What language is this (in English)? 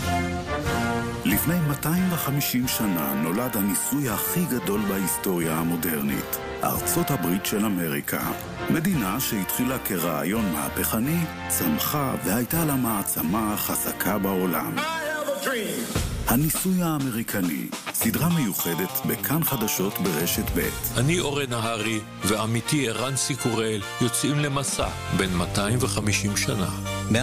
Hebrew